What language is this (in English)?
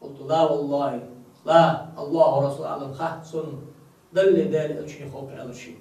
Ingush